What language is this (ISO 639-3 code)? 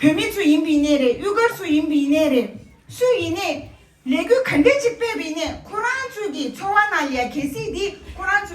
bod